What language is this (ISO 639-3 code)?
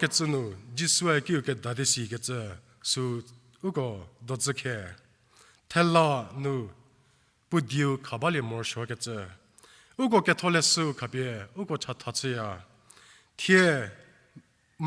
njm